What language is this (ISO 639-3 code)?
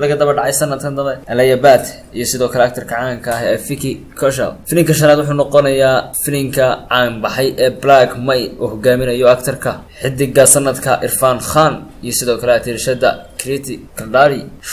som